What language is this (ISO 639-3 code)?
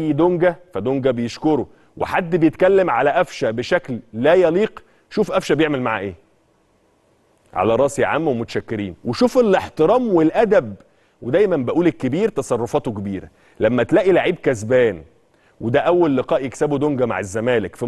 arz